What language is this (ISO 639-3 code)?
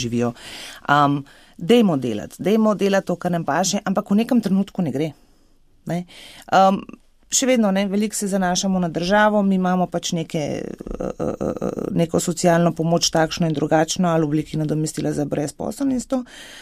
slv